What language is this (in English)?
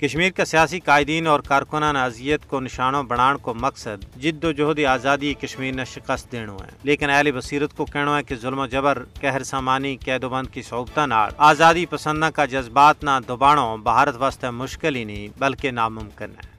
Gujari